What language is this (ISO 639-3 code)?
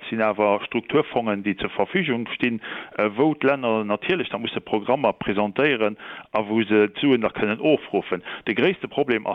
ltz